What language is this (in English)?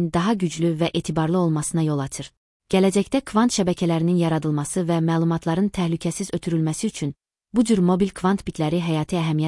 Azerbaijani